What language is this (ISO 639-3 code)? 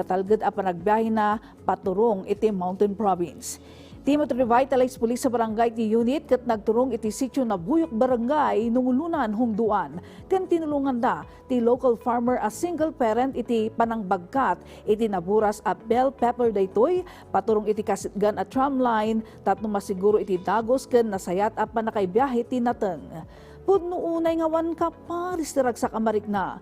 ilo